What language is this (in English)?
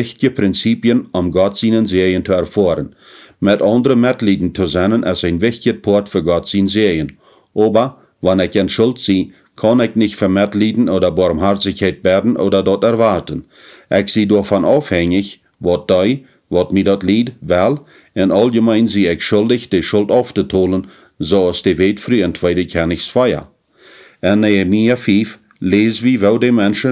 Plautdietsch